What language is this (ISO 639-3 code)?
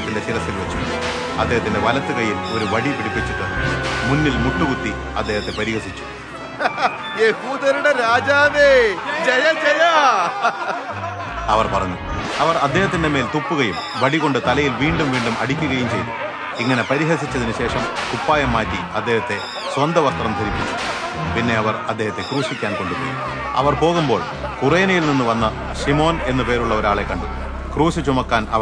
mal